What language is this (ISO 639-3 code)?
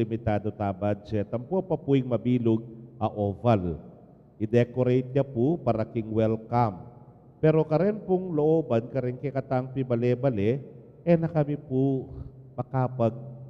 pam